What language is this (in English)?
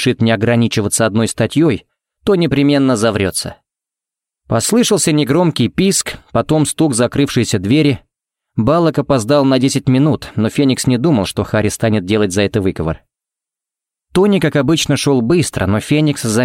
Russian